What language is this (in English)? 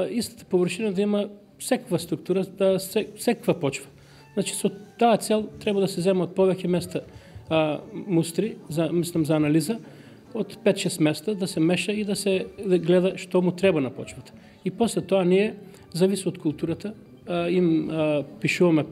Macedonian